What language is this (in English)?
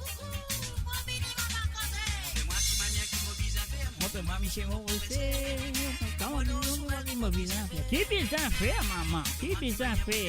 Morisyen